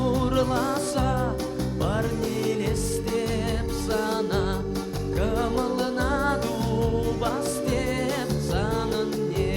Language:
Chuvash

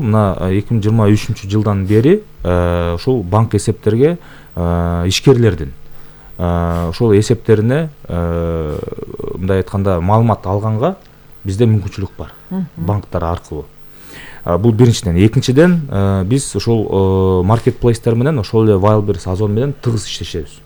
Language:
Kyrgyz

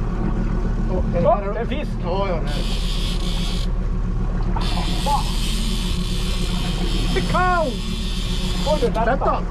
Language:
Swedish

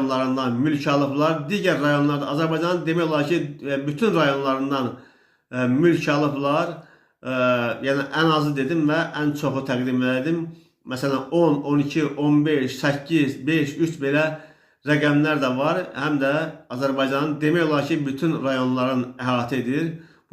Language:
Azerbaijani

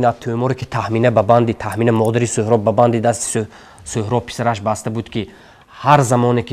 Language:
Tajik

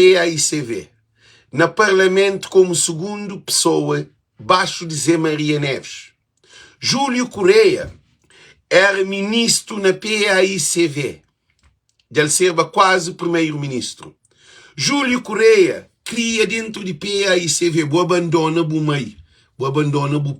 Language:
Kabuverdianu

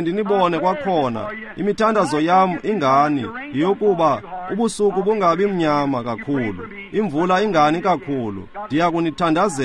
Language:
Xhosa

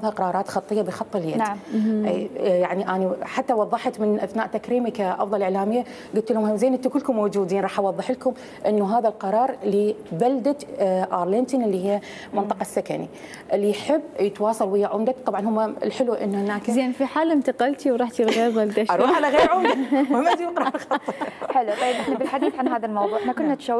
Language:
Mesopotamian Arabic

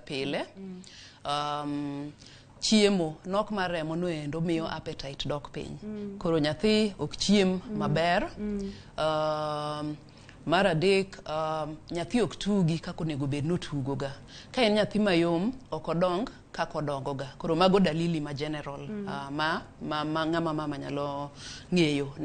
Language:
Luo (Kenya and Tanzania)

